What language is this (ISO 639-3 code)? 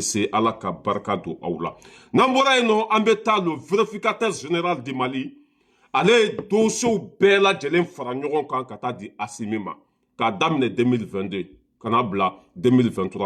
bam